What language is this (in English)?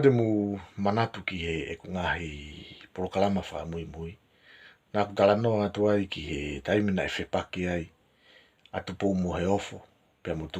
Tongan